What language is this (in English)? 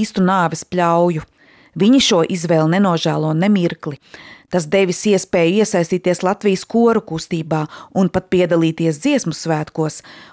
Latvian